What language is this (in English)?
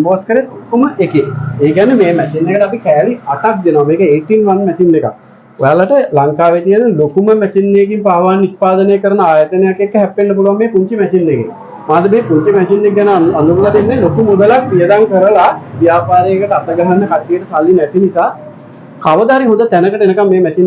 Sinhala